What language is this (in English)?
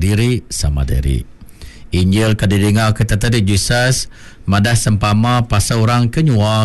Iban